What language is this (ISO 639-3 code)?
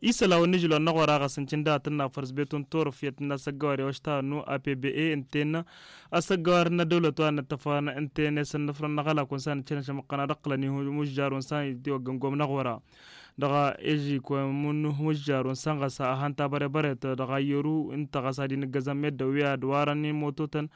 taq